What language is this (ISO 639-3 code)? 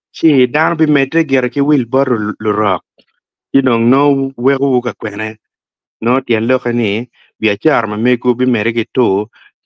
ach